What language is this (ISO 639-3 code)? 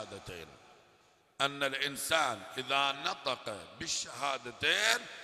ara